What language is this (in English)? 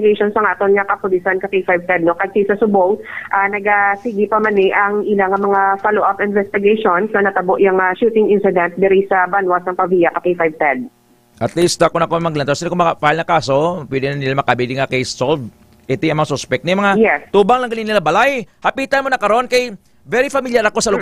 Hiligaynon